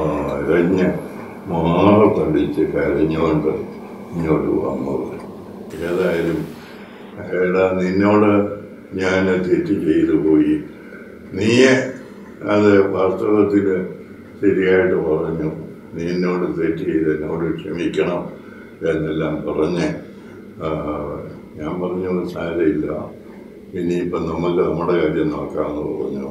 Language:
Malayalam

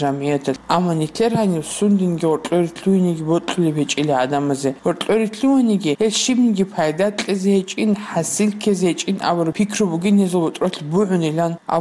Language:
Avaric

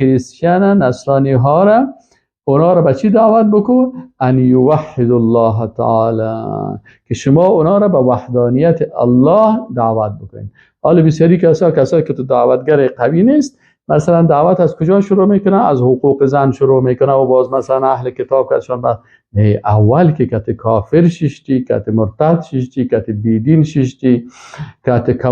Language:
Persian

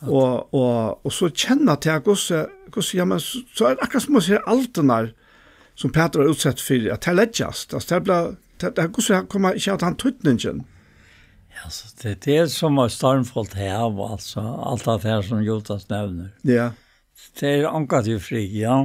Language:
Faroese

